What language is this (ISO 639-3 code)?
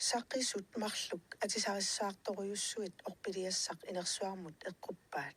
kal